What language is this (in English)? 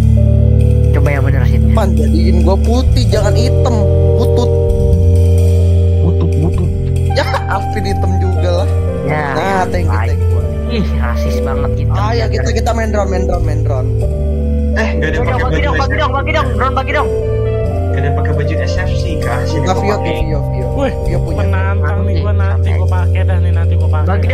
Indonesian